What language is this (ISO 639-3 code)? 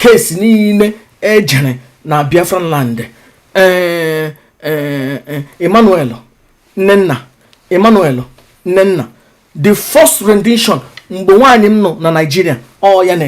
ibo